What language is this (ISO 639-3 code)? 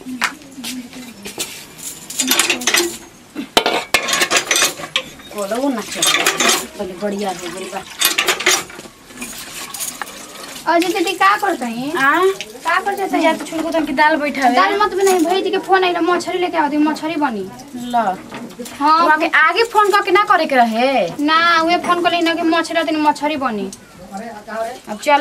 bho